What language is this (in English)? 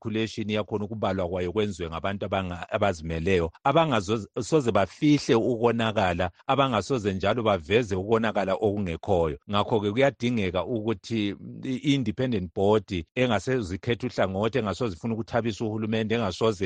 North Ndebele